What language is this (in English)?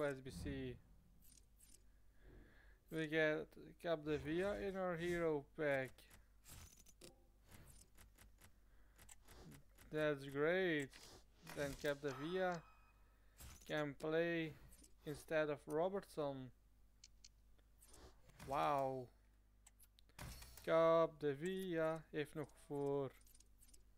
Dutch